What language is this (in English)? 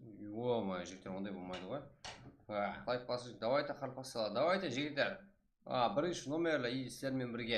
Kara-Kalpak